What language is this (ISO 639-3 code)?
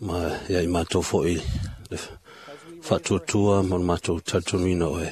smo